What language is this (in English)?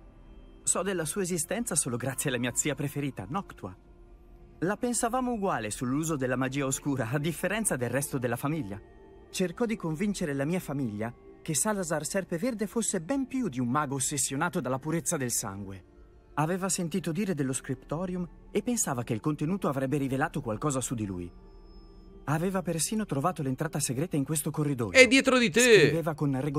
Italian